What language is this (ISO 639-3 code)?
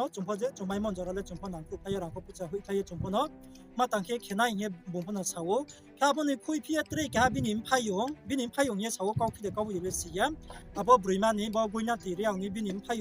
ria